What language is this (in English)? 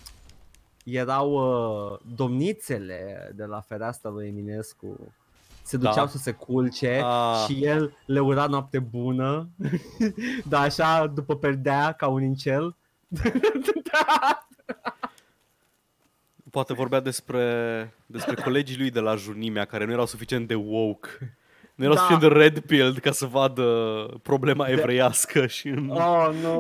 Romanian